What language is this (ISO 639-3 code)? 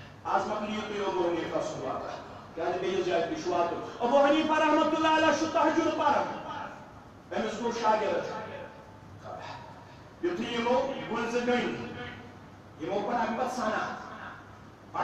kas